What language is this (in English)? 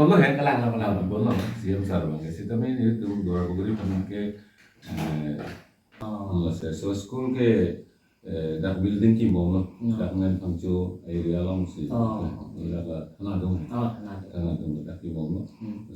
Karbi